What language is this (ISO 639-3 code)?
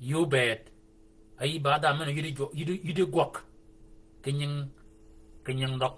shk